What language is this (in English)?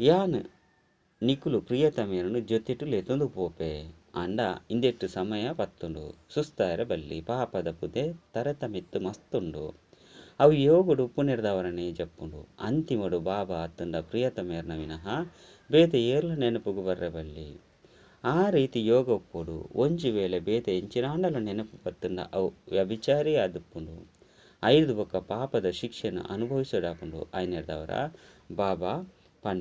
Tulu